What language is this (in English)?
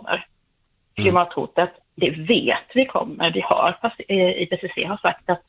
Swedish